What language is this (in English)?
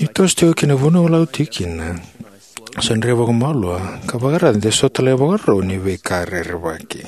Fijian